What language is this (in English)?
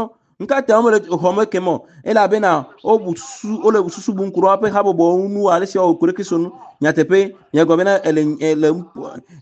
Ewe